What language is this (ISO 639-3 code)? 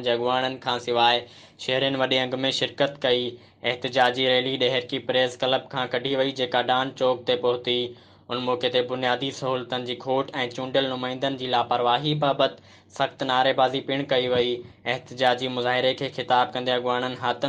snd